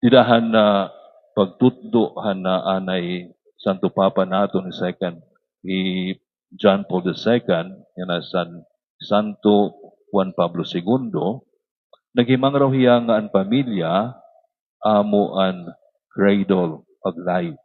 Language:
Waray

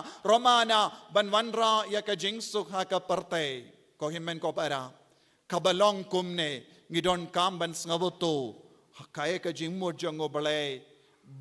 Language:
Khasi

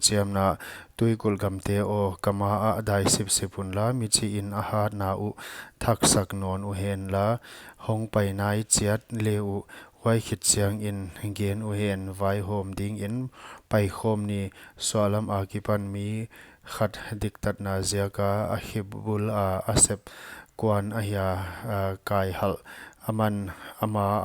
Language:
Paite Chin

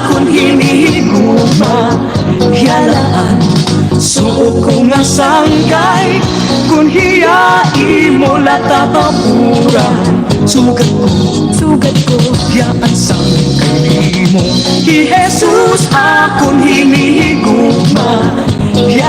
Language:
Waray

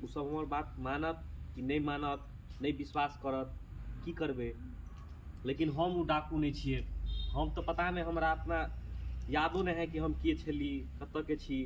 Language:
Maithili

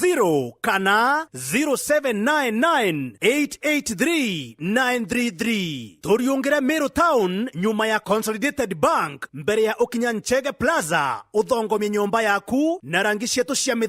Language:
Meru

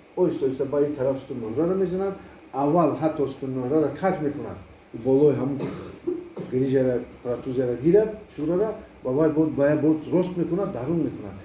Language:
Tajik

